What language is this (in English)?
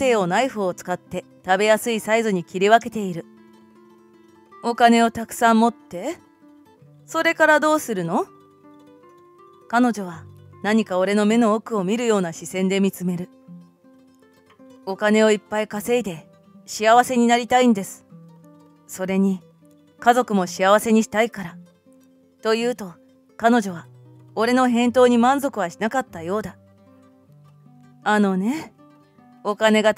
Japanese